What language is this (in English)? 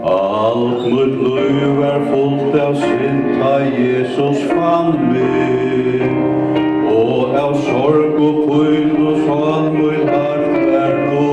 Faroese